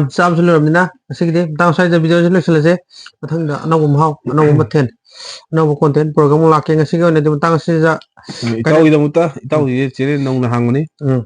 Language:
Manipuri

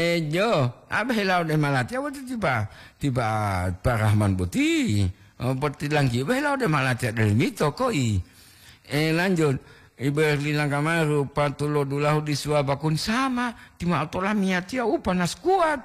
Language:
Gorontalo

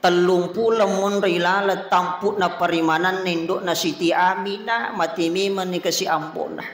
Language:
Buginese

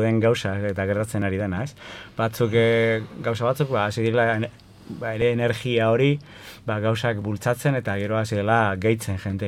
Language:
Basque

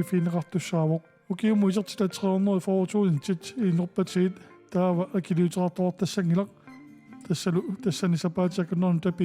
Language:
Kalaallisut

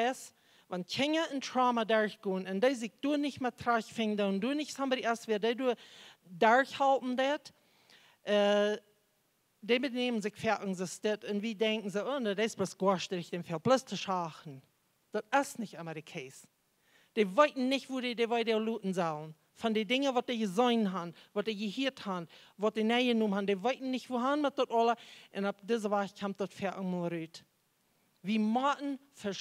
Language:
Plautdietsch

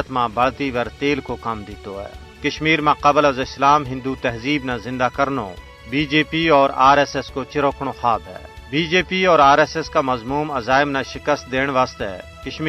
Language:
Gujari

